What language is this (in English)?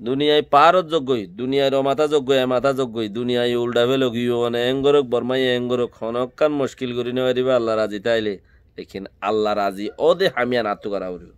Rohingya